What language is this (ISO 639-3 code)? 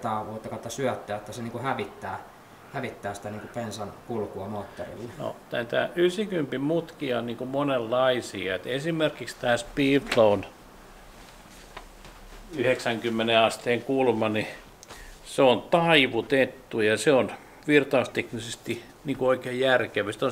fin